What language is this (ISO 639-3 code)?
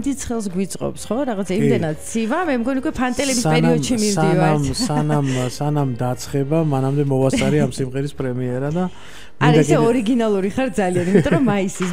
kat